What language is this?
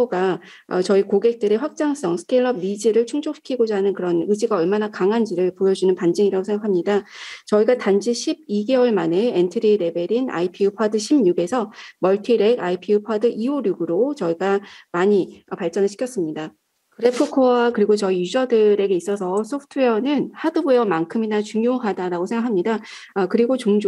Korean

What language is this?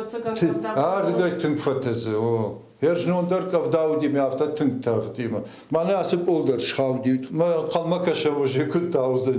Ossetic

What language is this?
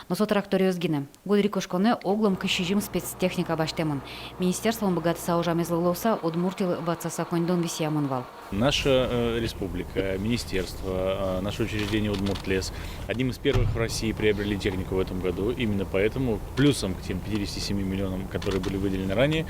Udmurt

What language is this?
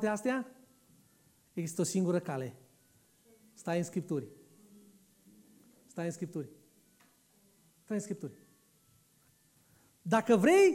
Romanian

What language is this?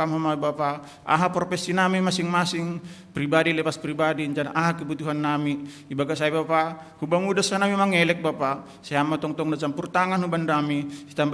Batak Simalungun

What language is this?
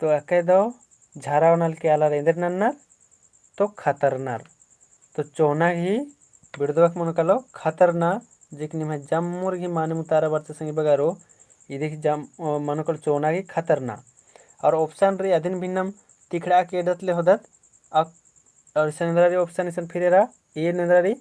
Kurukh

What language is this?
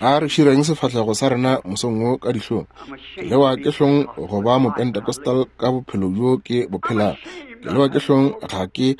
Northern Sotho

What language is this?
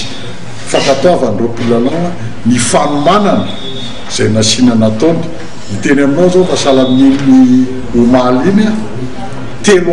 Malagasy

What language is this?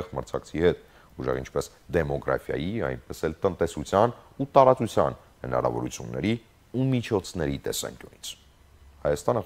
Armenian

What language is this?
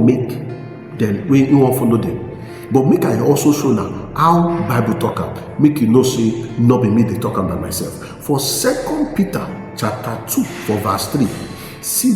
Nigerian Pidgin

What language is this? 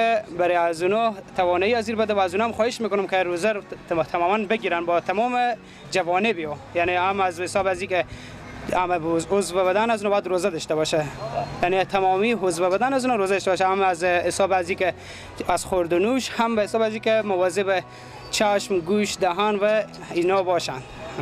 Persian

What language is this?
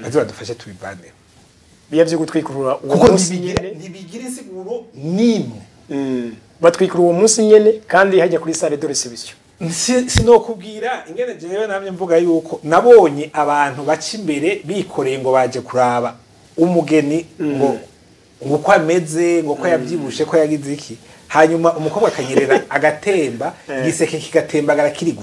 Rundi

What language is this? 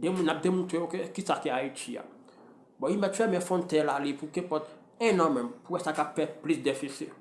Haitian Creole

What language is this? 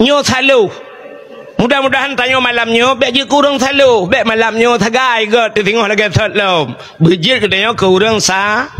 Achinese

